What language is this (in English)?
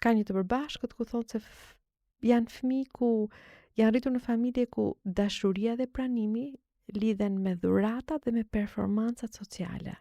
Albanian